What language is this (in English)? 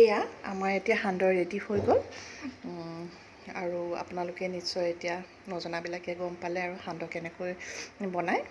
Assamese